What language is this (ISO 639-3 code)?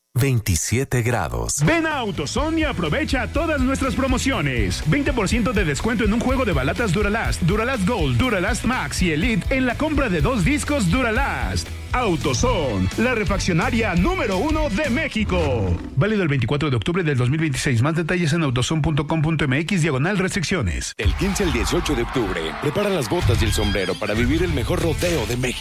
spa